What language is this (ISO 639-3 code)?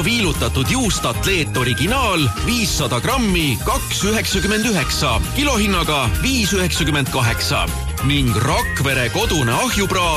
est